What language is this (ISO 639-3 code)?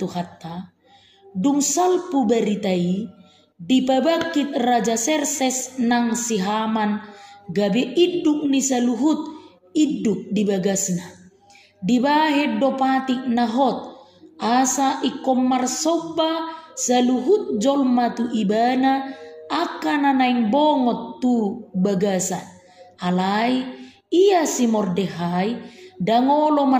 bbc